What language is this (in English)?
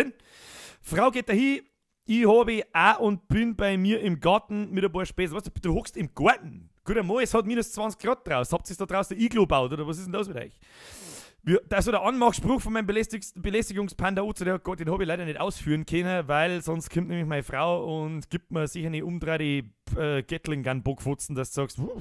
Bavarian